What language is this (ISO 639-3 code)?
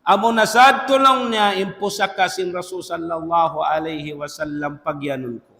tsg